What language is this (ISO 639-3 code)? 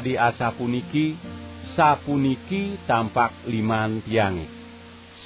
ban